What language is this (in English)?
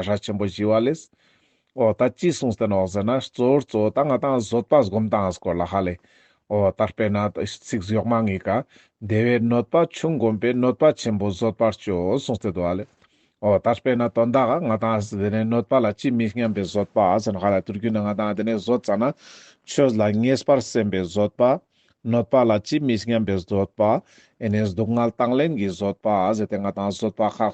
Ladakhi